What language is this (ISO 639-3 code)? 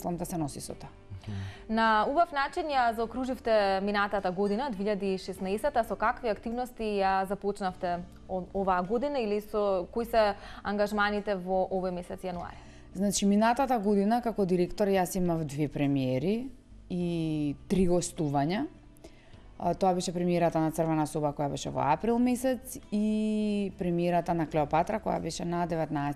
mkd